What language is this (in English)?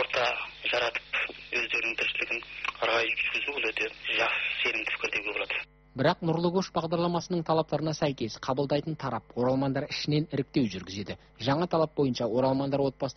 Kazakh